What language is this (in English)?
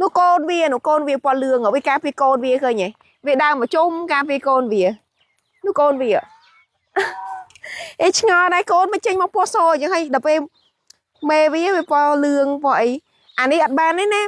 Khmer